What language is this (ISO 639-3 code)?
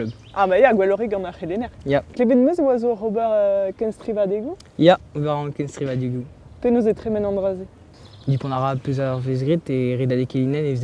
bre